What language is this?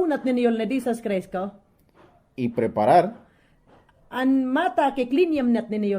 Mayangna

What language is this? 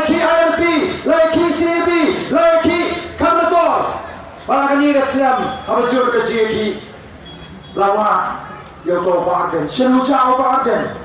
Khasi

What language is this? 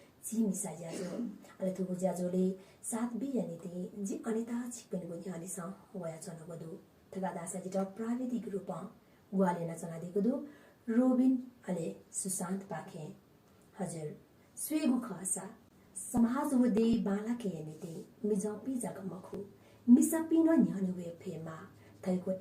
Newari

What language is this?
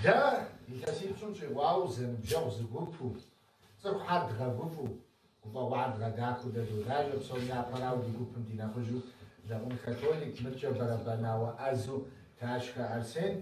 Kabardian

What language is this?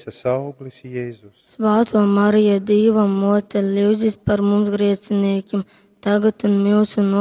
Latgalian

